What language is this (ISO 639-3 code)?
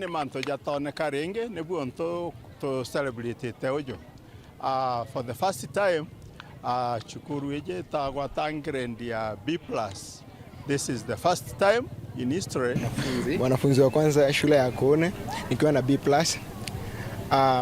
mer